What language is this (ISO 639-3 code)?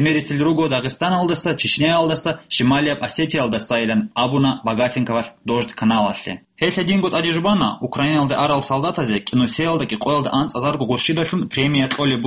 ava